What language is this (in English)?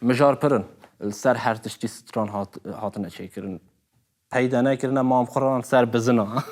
Kurdish